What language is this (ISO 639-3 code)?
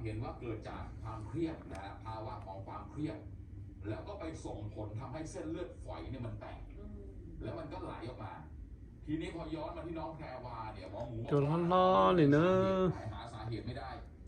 hmn